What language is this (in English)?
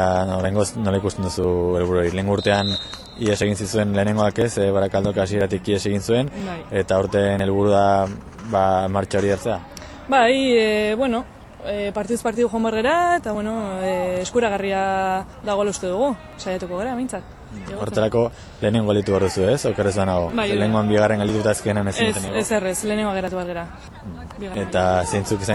Basque